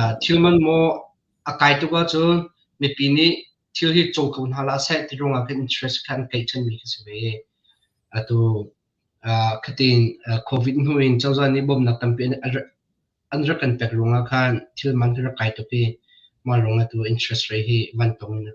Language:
Hakha Chin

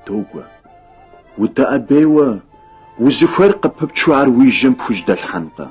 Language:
Kabardian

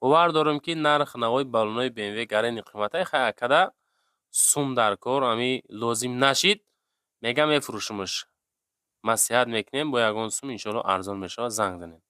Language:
Tajik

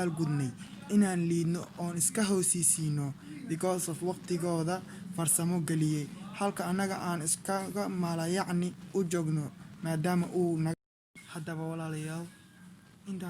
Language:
Somali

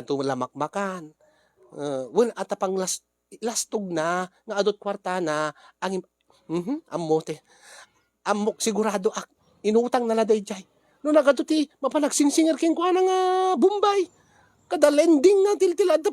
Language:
Iloko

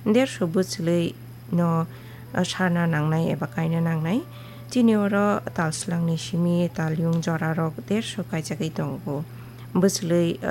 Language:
Kok Borok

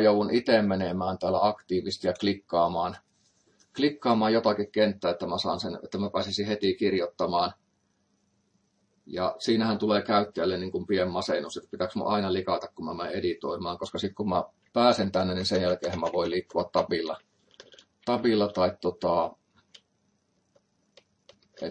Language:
Finnish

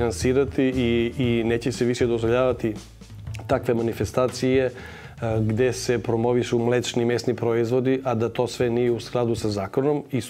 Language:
Serbian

